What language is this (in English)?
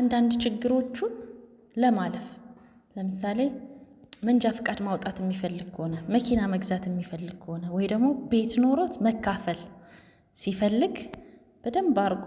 Amharic